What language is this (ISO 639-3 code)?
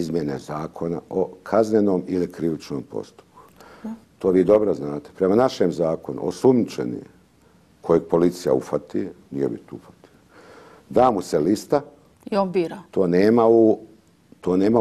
bos